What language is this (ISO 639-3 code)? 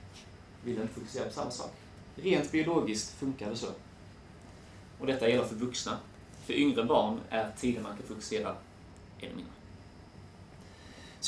swe